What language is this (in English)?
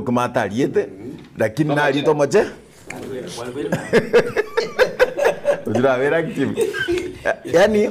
Gusii